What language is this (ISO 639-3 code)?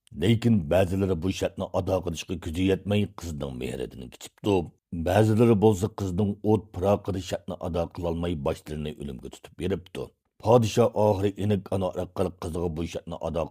uig